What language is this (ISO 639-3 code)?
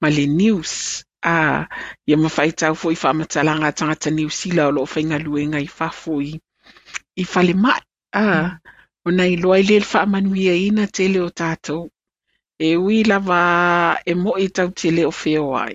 smo